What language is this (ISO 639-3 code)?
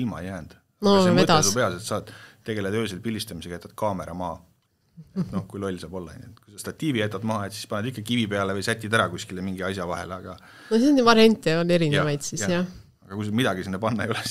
est